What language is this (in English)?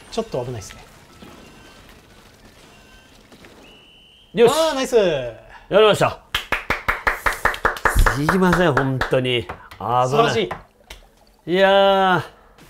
Japanese